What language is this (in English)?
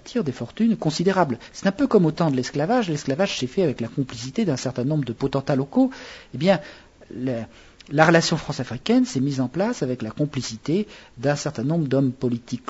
French